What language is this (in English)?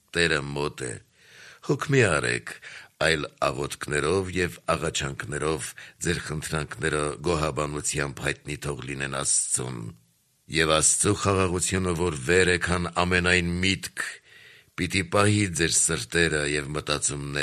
Armenian